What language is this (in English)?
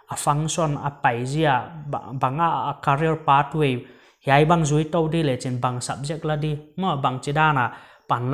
Paite Chin